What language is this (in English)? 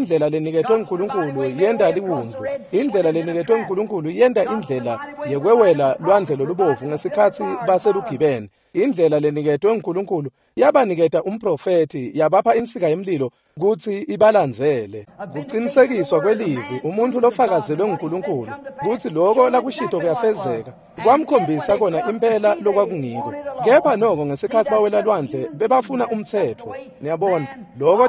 Swati